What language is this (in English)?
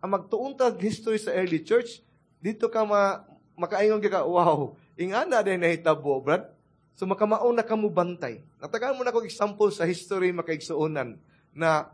Cebuano